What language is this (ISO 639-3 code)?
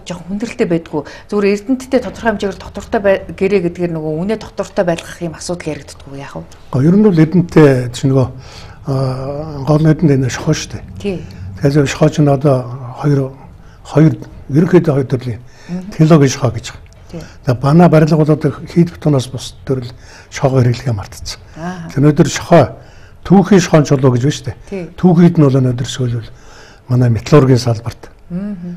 mon